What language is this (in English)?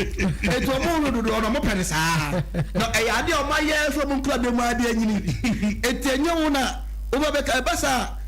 Akan